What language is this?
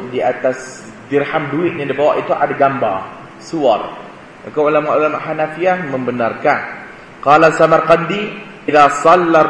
Malay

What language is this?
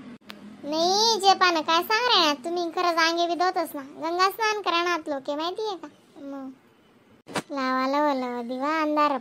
Khandesi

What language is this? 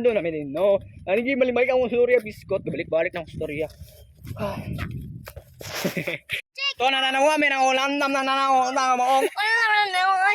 Cebuano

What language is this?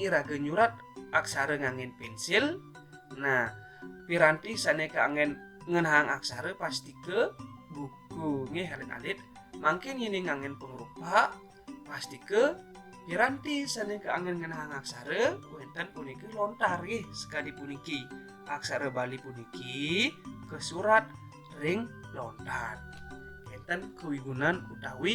Balinese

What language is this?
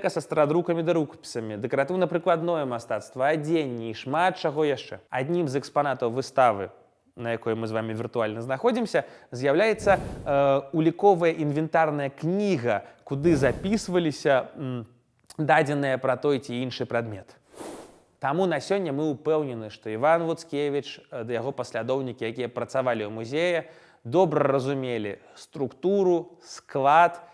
Belarusian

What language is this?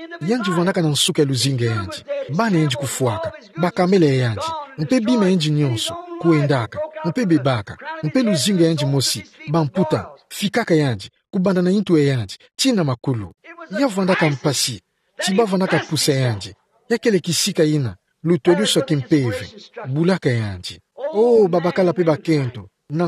Kituba (Democratic Republic of Congo)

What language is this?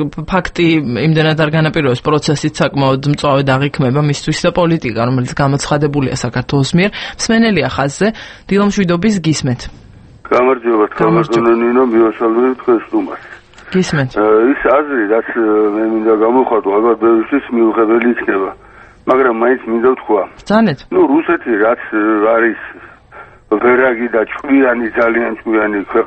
Georgian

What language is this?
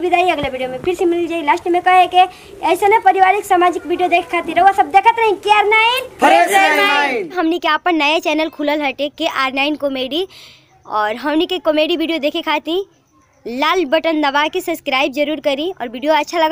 Bhojpuri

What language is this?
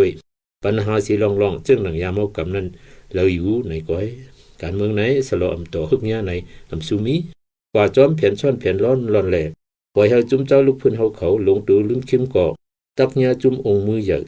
Shan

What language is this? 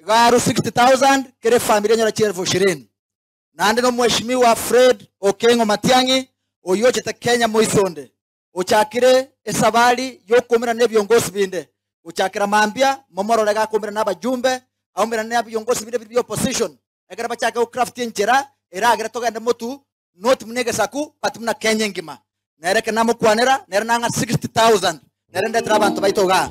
Gusii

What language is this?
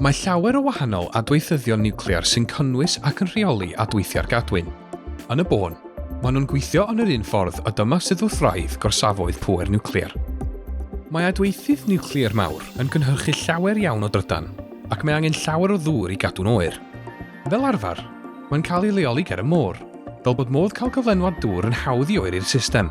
Welsh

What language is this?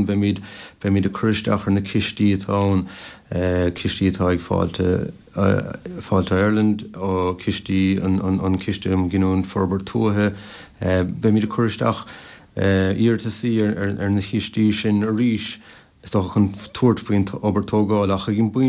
Irish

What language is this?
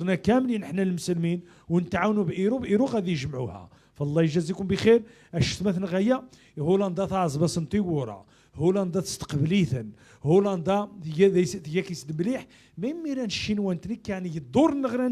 Moroccan Arabic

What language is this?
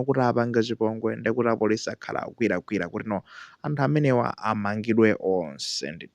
Nyanja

